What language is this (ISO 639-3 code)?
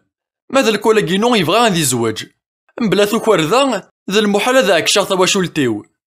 kab